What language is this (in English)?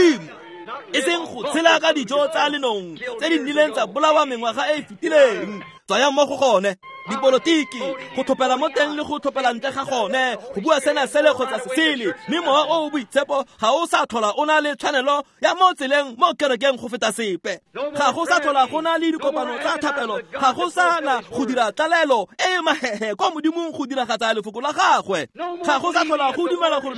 Tswana